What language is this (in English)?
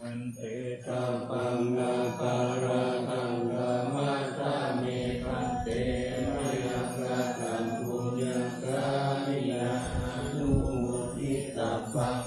Pali